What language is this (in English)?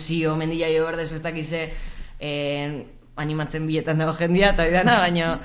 Basque